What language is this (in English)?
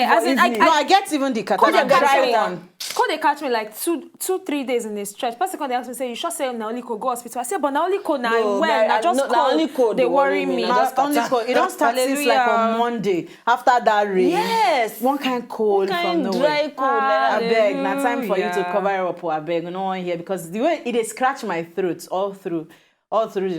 Nigerian Pidgin